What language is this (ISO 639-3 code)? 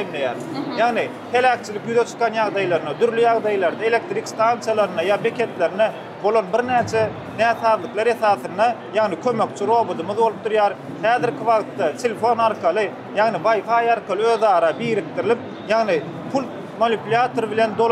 tuk